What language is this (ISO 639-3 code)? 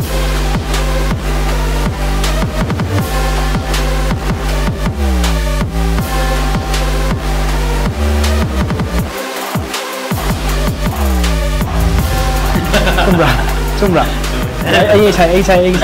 mni